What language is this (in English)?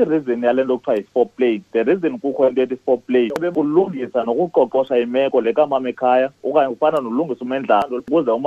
Xhosa